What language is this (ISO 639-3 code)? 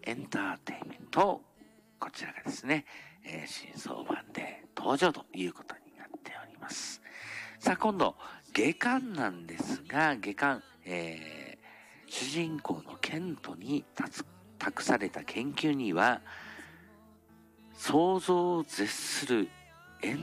jpn